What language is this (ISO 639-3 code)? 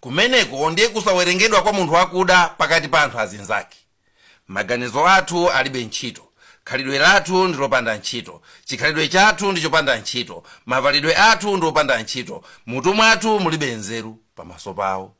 nya